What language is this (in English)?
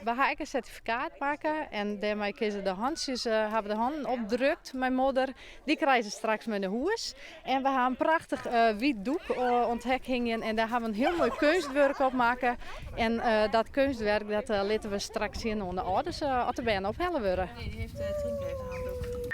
Western Frisian